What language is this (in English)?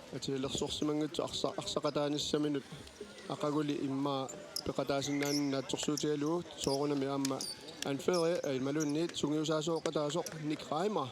Kalaallisut